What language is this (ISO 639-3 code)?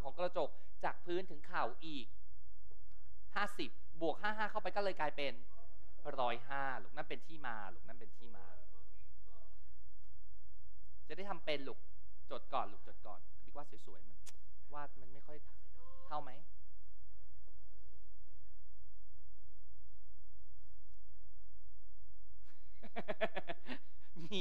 tha